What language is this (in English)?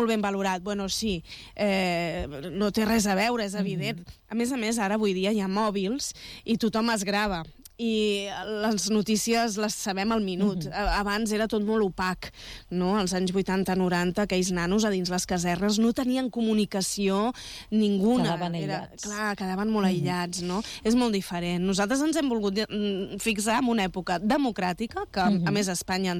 Catalan